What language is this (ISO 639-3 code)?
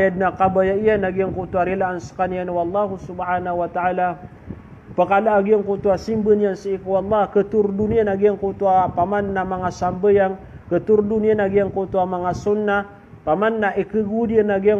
mrw